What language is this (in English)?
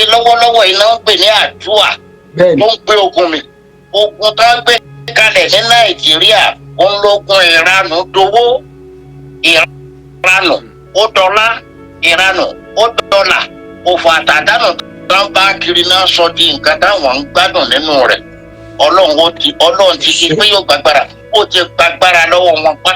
Yoruba